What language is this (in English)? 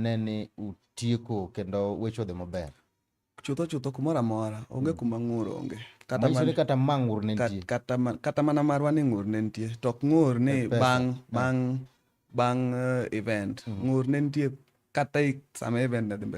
Luo (Kenya and Tanzania)